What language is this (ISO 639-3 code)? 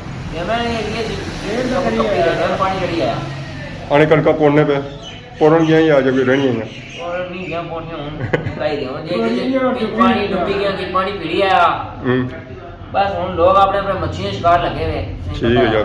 phr